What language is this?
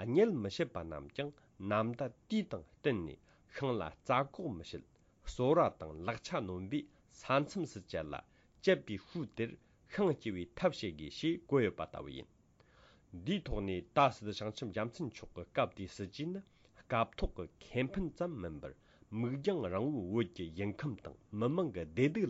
Tibetan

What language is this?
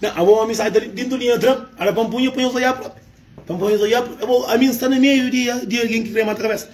Kabuverdianu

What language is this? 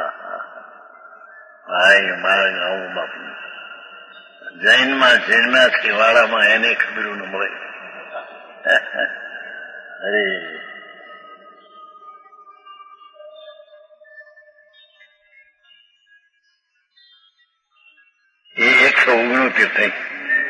Gujarati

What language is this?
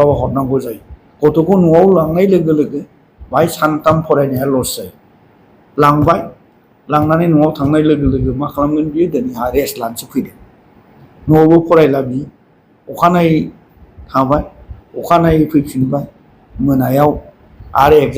Bodo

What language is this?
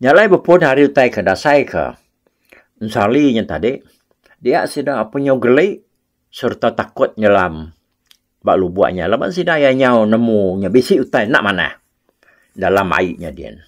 Iban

